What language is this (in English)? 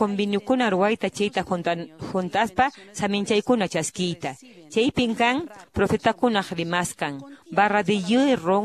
Quechua